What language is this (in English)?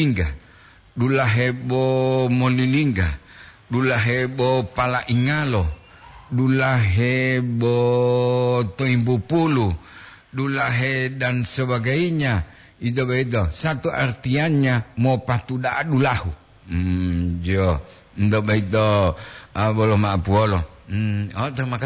Gorontalo